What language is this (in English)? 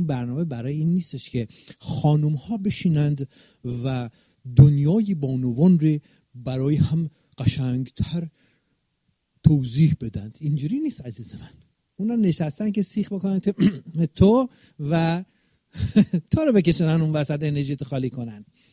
Persian